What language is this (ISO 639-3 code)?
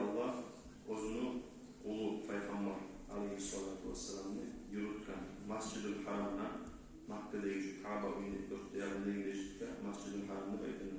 kum